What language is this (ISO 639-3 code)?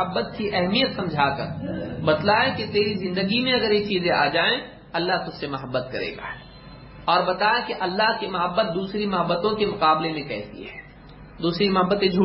urd